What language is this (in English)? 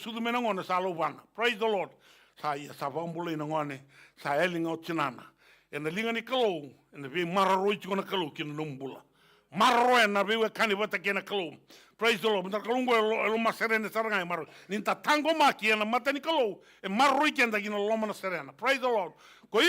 Fijian